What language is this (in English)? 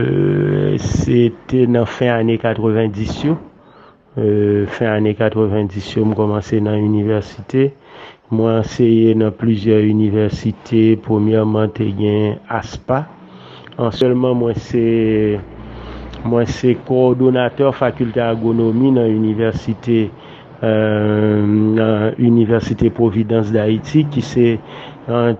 Haitian Creole